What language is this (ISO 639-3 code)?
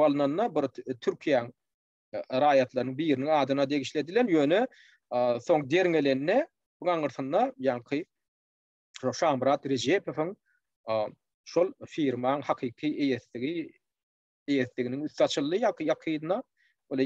tuk